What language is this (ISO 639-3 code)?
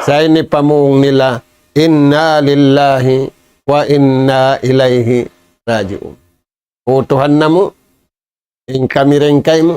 tsg